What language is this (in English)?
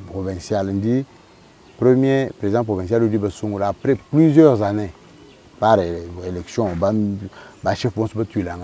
Luba-Lulua